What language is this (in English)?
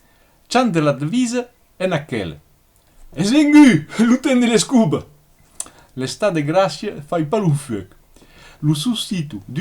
Occitan